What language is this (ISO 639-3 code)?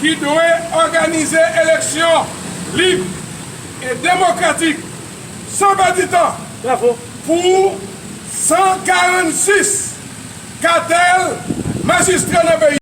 hat